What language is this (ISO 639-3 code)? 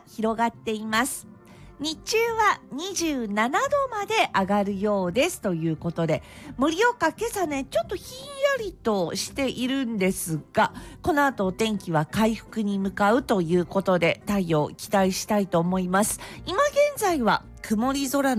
jpn